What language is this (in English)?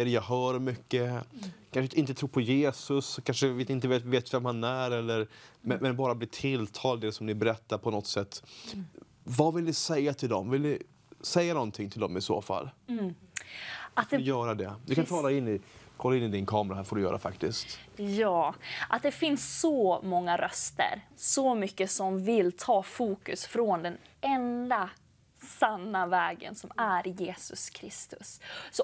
Swedish